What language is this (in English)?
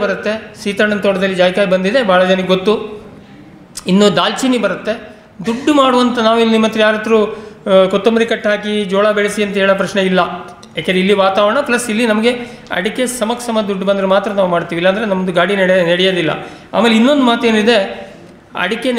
Kannada